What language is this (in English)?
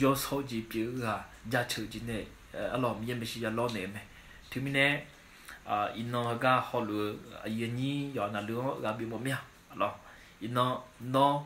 Akha